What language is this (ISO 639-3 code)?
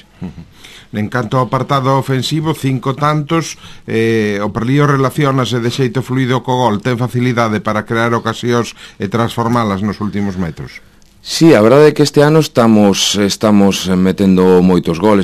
glg